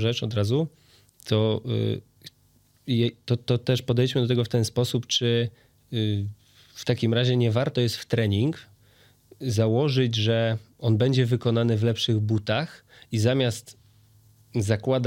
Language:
Polish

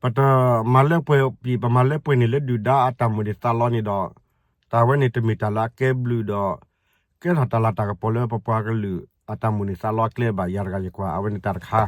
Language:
S'gaw Karen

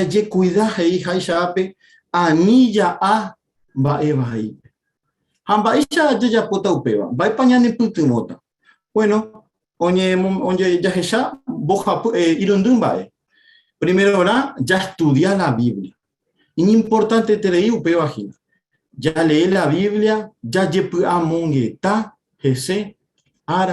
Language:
Guarani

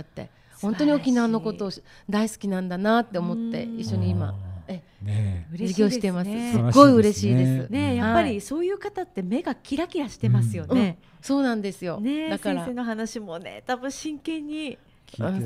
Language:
Japanese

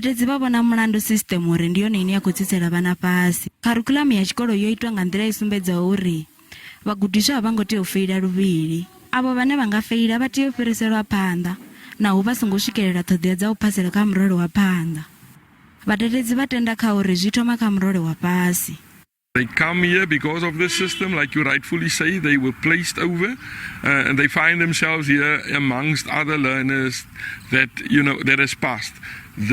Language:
Venda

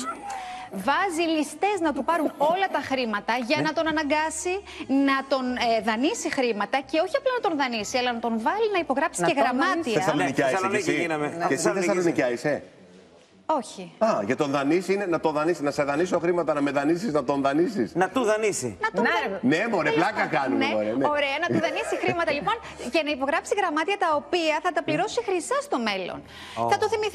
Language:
Greek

